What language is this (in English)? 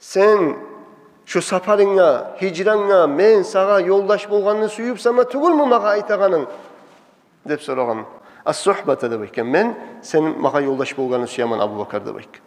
Kumyk